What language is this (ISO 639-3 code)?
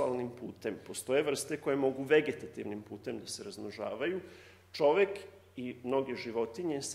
srp